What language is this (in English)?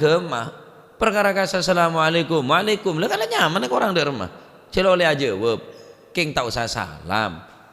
Madurese